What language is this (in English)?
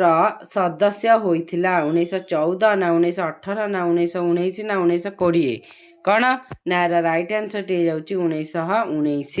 Odia